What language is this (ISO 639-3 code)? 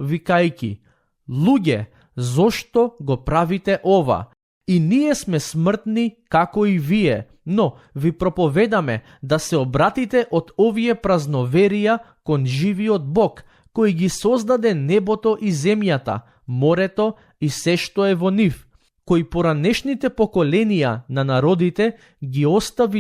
mkd